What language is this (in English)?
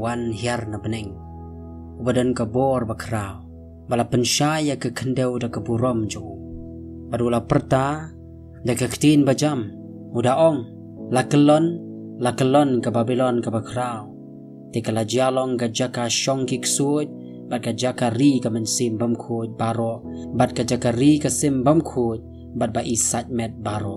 Khasi